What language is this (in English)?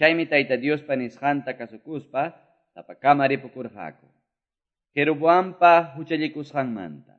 Quechua